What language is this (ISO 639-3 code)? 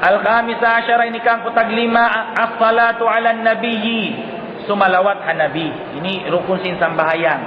tsg